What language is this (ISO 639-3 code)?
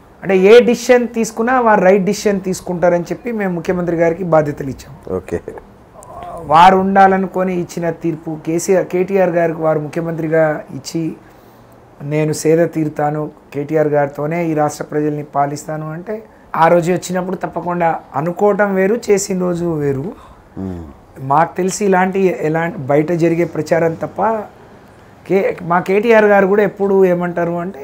tel